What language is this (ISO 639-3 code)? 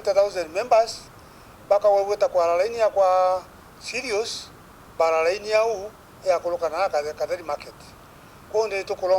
mer